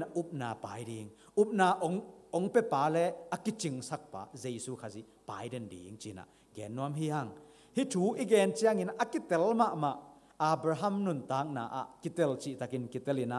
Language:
Tedim Chin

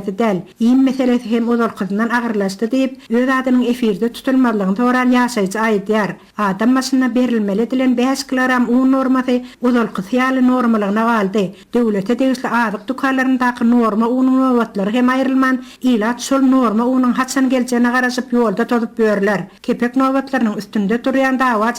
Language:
Turkmen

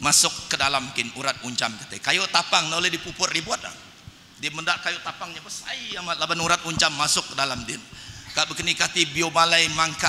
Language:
Iban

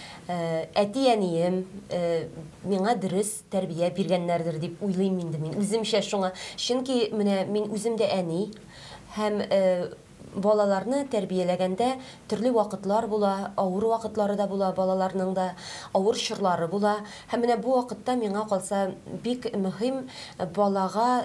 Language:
Tatar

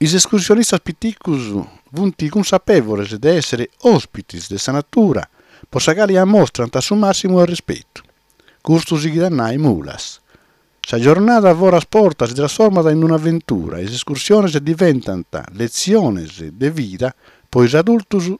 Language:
Sardinian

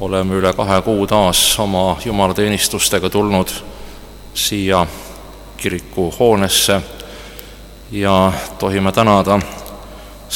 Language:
Estonian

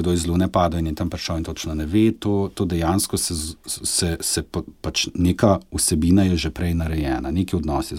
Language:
Slovenian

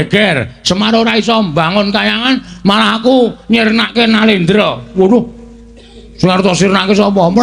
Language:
Javanese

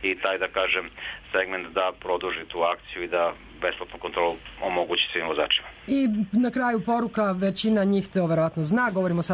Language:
Serbian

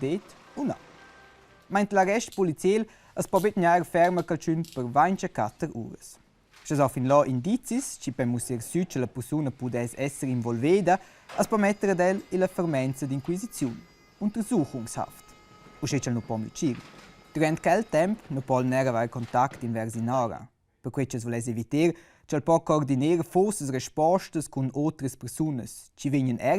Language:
Romansh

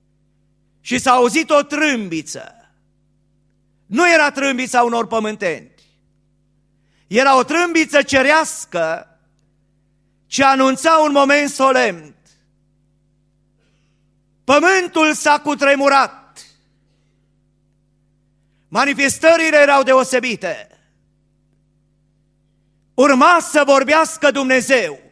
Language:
Romanian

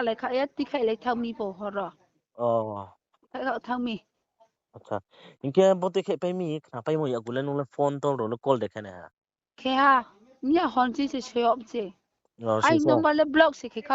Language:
Riang (India)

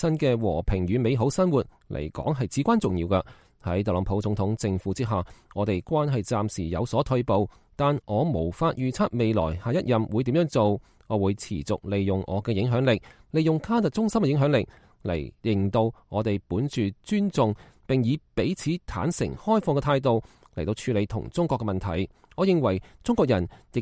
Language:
Cantonese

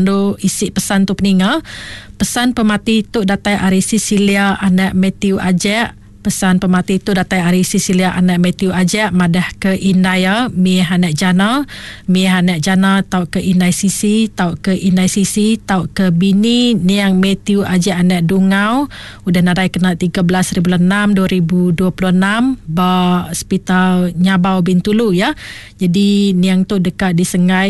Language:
Iban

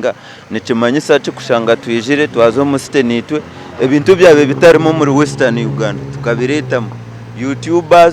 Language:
Nyankole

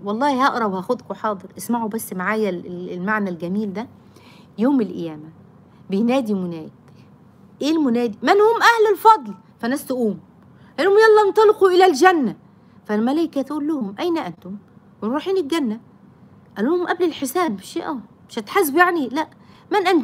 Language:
Egyptian Arabic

